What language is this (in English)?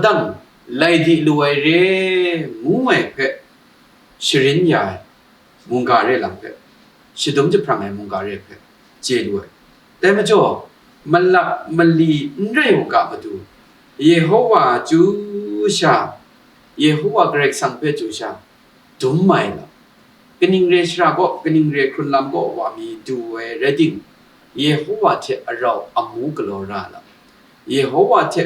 Kachin